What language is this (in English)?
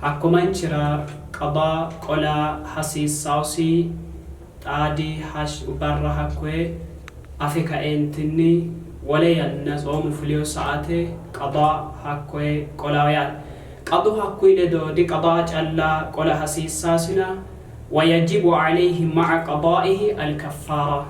Sidamo